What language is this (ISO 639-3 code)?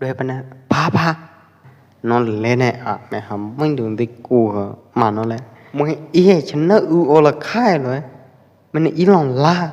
kjp